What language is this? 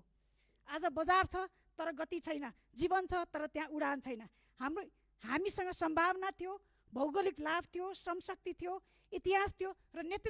Nepali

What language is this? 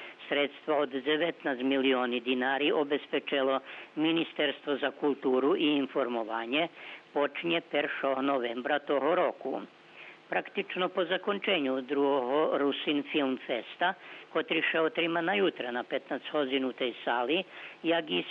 Rusyn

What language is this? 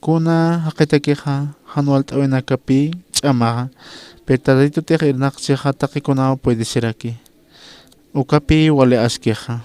Aymara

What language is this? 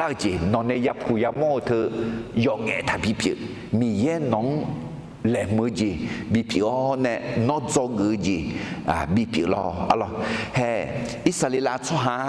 Akha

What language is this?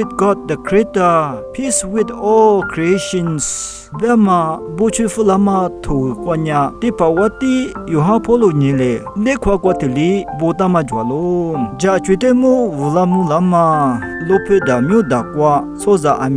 Lisu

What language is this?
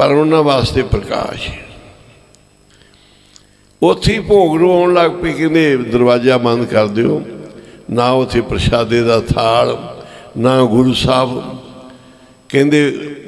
Punjabi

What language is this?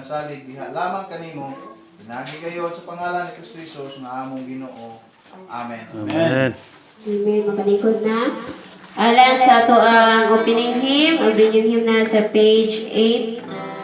Cebuano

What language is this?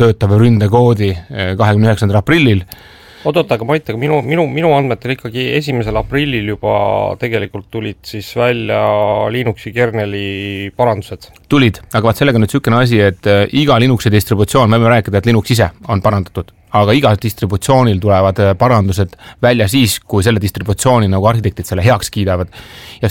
Estonian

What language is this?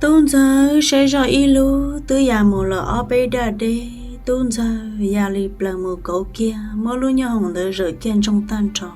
Hmong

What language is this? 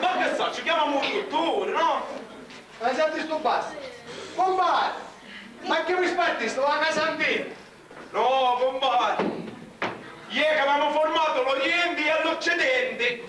Sicilian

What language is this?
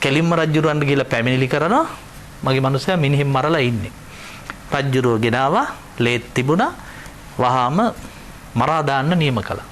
Sinhala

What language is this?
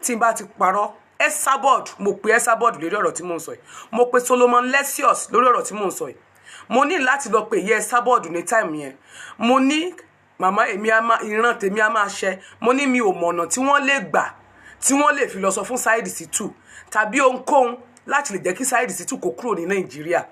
Yoruba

